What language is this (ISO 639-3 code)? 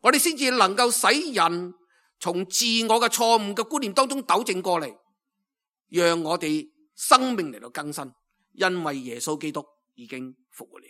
yue